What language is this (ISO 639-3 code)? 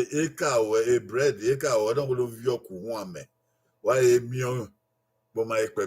bin